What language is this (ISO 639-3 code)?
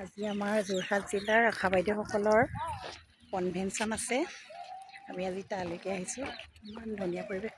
asm